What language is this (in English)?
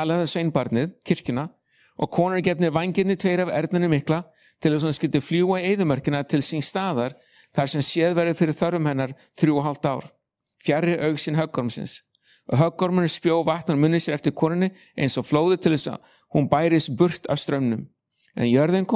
Icelandic